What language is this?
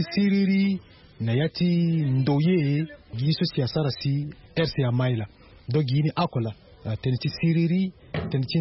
Sango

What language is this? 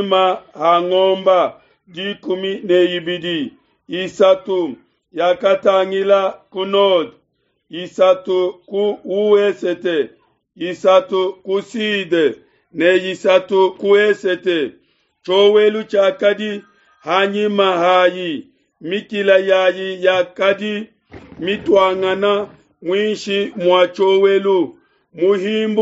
Luba-Lulua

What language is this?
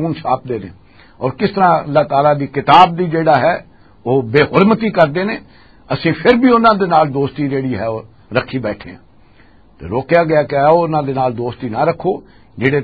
Western Panjabi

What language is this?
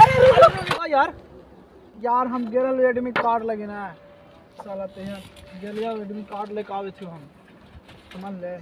Magahi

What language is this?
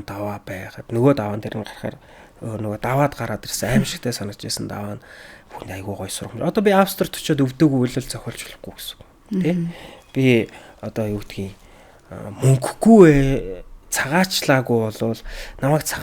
Mongolian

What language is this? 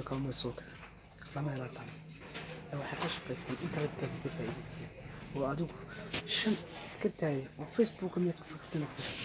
Somali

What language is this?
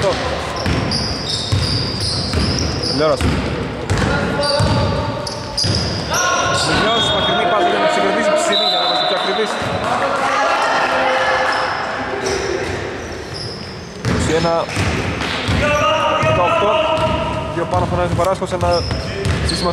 Greek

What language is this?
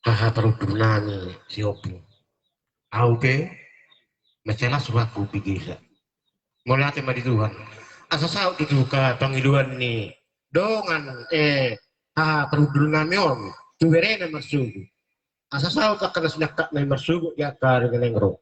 Batak Toba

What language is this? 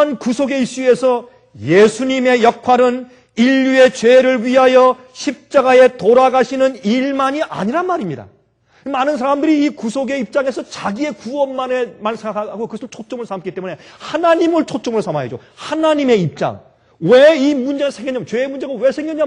Korean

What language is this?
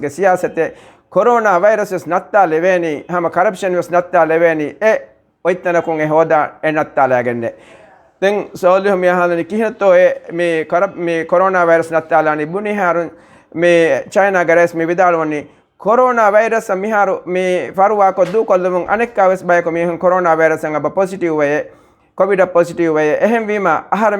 Divehi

